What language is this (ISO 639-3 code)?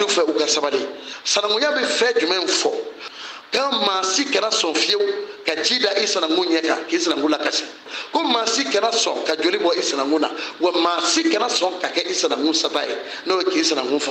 bam